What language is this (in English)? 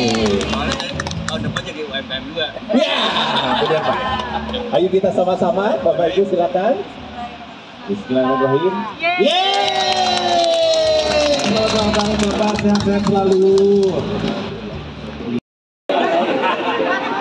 Indonesian